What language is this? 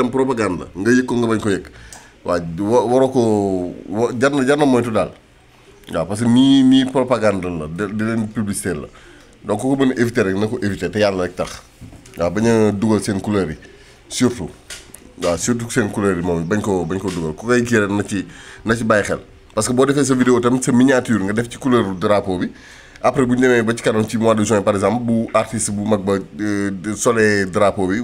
Wolof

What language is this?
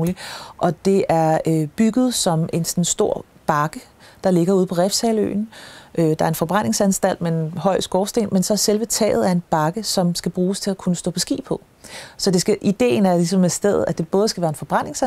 Danish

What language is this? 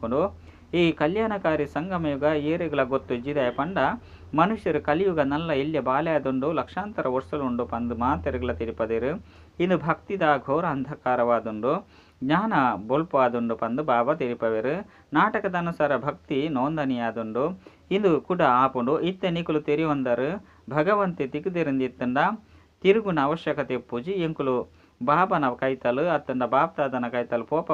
Tulu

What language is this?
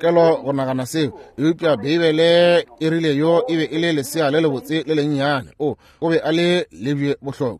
Northern Sotho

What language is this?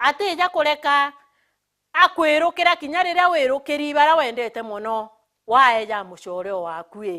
Meru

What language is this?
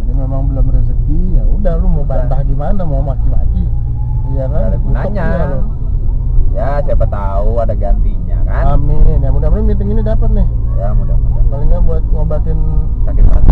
Indonesian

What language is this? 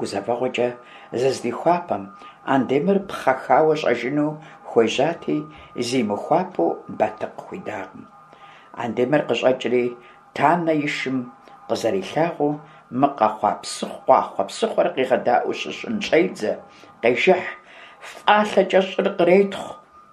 Kabardian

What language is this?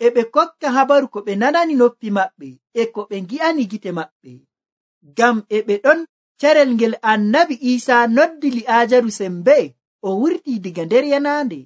Nigerian Fulfulde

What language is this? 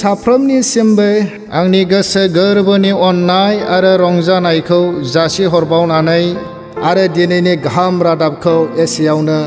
Bodo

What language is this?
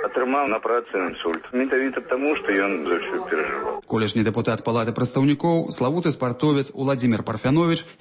Belarusian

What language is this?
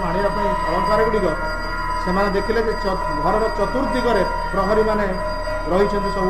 Odia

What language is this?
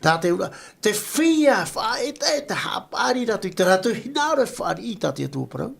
Tahitian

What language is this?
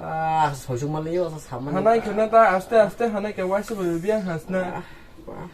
Kok Borok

